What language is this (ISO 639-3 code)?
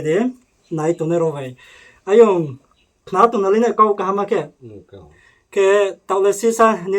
ria